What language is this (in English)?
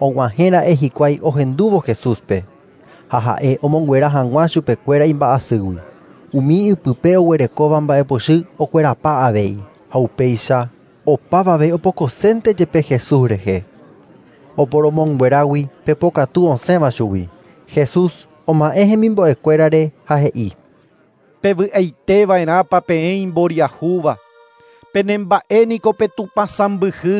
Guarani